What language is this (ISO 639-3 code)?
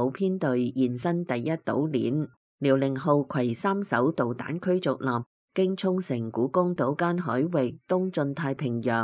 yue